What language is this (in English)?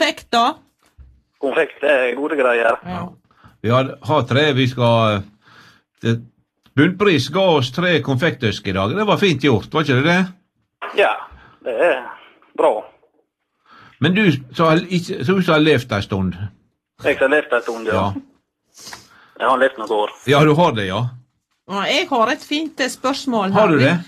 Norwegian